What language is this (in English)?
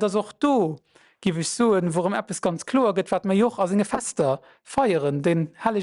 Luxembourgish